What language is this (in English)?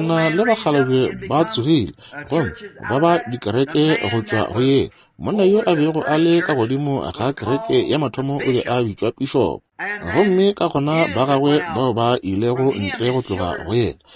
Northern Sotho